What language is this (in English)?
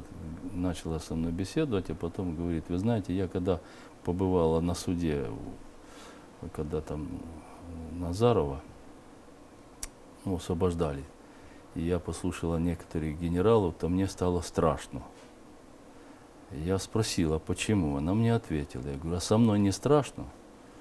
Russian